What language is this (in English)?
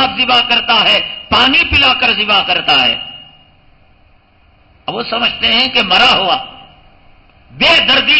Urdu